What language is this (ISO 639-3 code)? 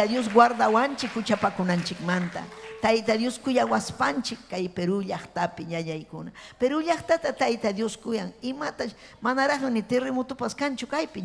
quy